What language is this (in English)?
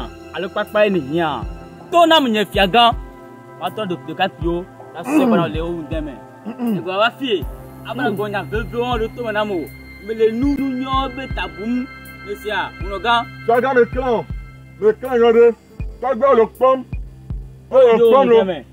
Ewe